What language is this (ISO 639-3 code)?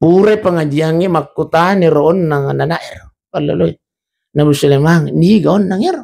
bug